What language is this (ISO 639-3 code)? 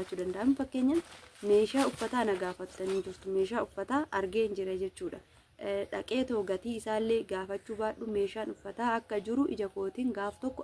orm